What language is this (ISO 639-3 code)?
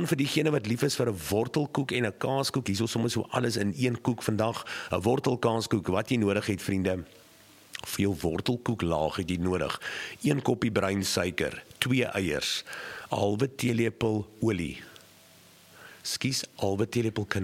afr